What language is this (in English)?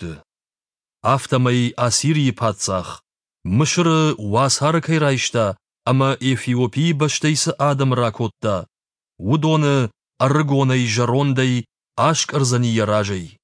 Ossetic